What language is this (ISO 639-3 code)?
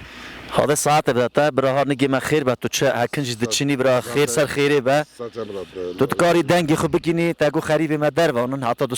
kur